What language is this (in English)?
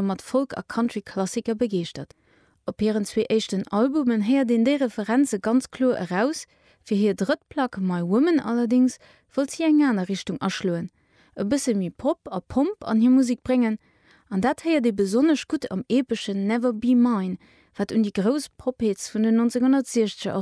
Luxembourgish